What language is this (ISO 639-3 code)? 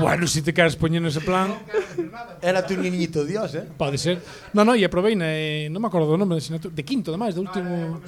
glg